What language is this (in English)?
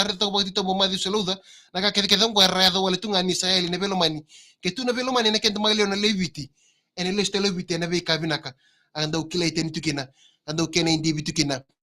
Fijian